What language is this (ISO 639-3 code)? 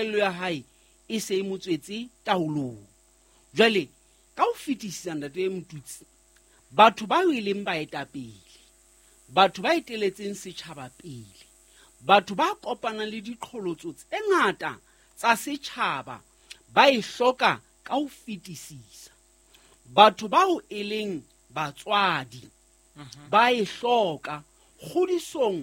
sot